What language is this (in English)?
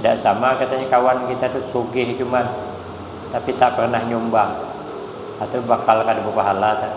Banjar